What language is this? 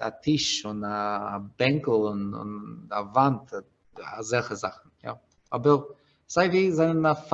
Yiddish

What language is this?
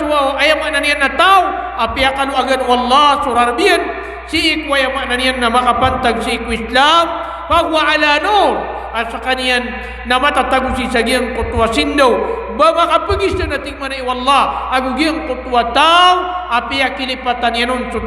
Maranao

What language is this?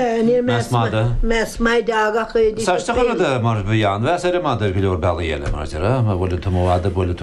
Irish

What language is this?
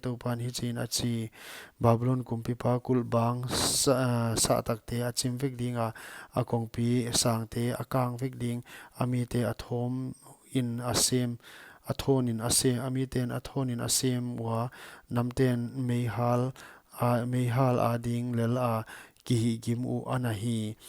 Paite Chin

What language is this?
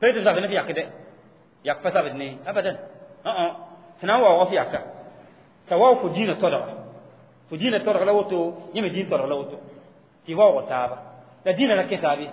Mossi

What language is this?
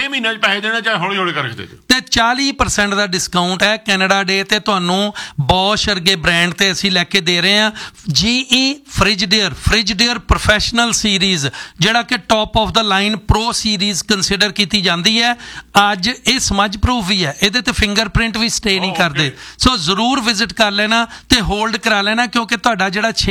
Punjabi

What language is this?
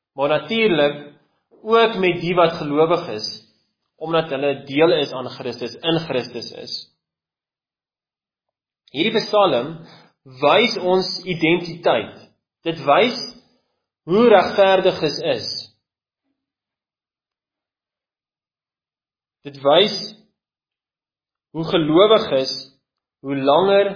Afrikaans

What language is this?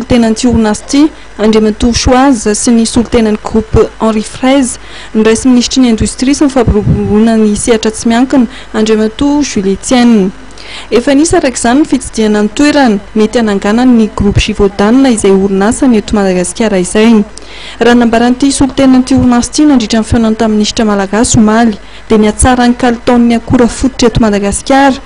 Malagasy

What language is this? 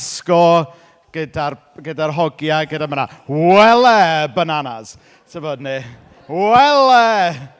Welsh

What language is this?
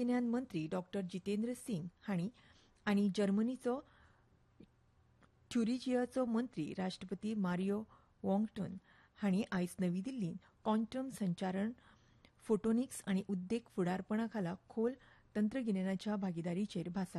Konkani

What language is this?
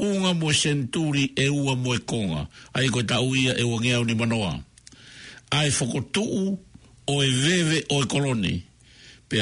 Tongan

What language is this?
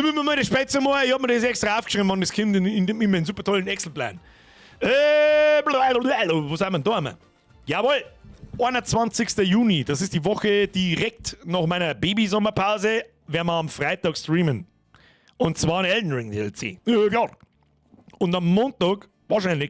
Bavarian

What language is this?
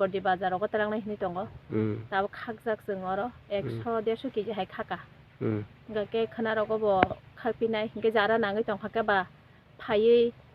Kok Borok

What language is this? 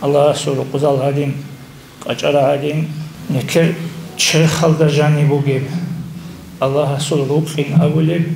Avaric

